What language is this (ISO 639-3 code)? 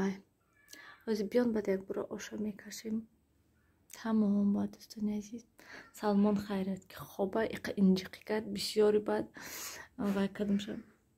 tgk